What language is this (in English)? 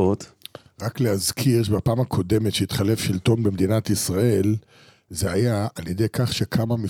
Hebrew